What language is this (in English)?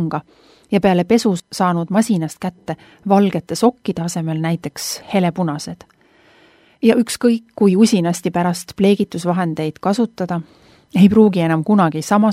Estonian